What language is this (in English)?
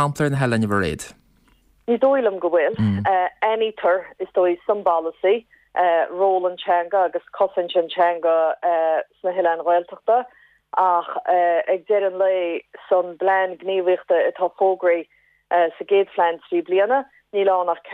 Irish